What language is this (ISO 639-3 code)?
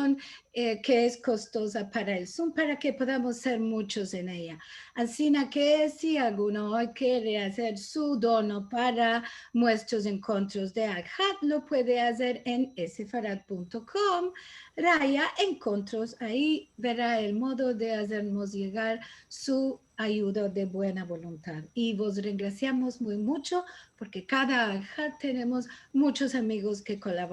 lad